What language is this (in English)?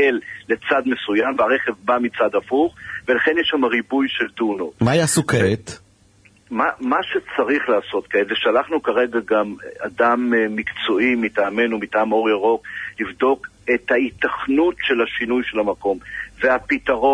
Hebrew